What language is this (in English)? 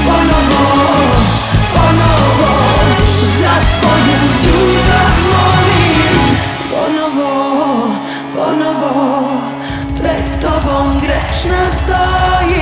Serbian